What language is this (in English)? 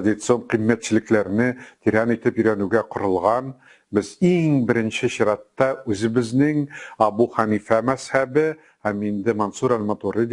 Tatar